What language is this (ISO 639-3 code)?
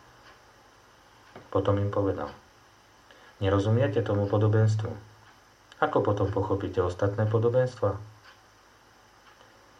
slk